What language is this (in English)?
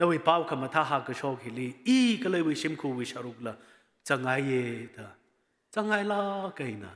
Tangkhul Naga (India)